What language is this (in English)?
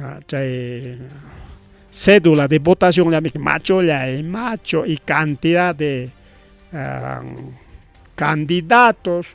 Ayacucho Quechua